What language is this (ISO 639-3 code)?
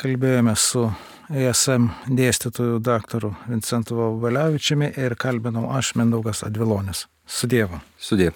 lit